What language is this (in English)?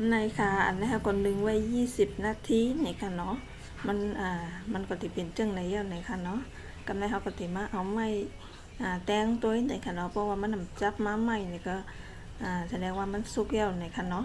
Shan